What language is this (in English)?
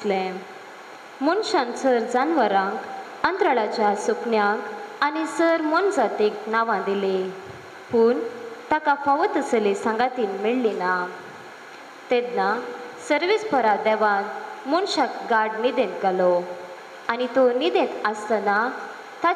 Konkani